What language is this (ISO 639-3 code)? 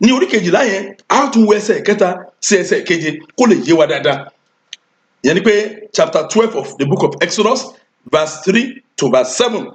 yor